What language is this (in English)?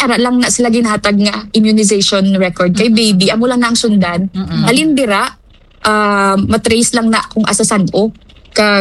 Hiligaynon